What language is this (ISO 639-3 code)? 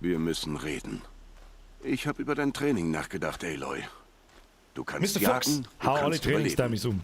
bar